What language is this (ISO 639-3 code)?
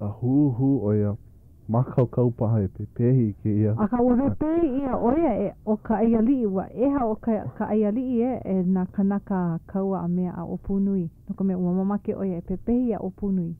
haw